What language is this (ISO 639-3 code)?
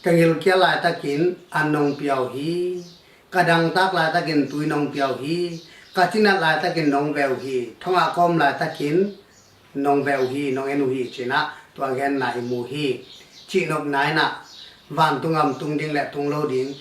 ctd